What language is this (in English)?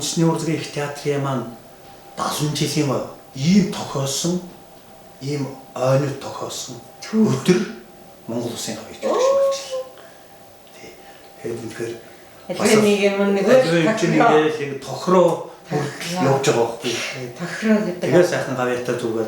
Mongolian